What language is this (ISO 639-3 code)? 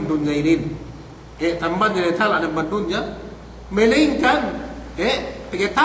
yka